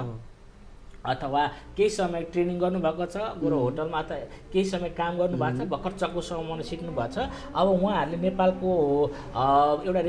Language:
Nepali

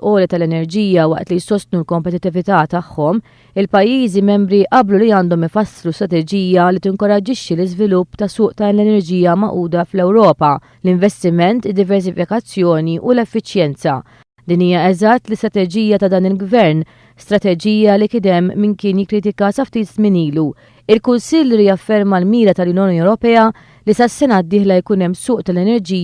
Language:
Maltese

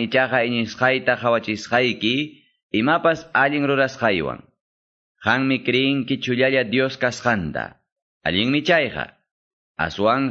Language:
Quechua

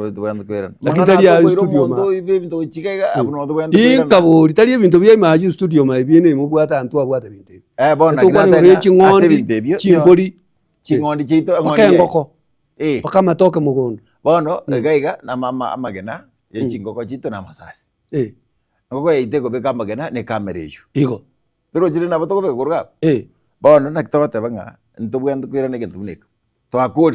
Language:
Gusii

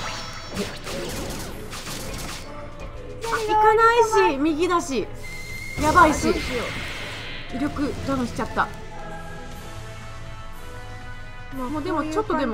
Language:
Japanese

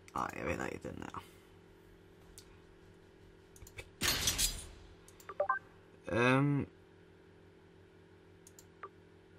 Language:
Danish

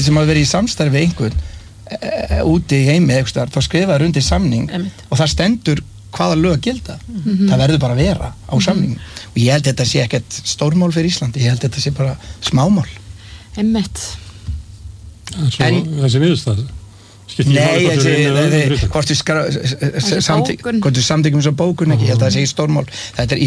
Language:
Icelandic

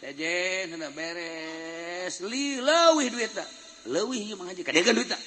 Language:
Sundanese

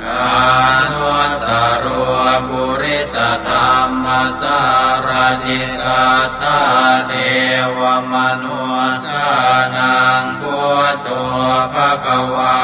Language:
Pali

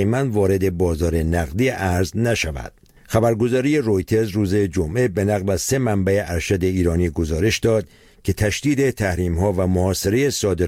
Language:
Persian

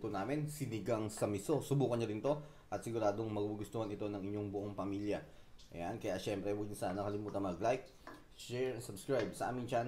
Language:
Filipino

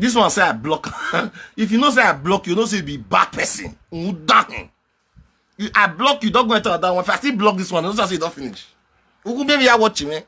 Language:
Nigerian Pidgin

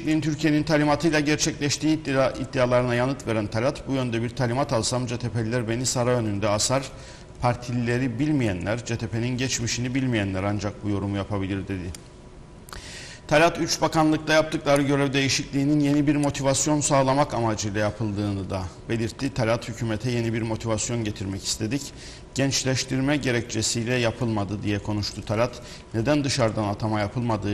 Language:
Turkish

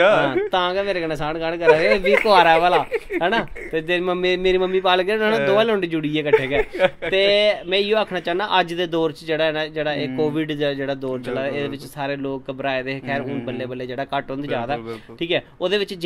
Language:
Dogri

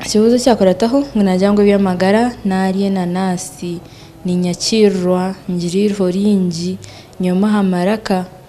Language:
Nyankole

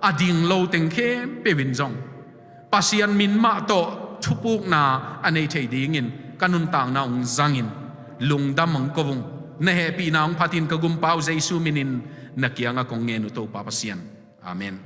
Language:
Tedim Chin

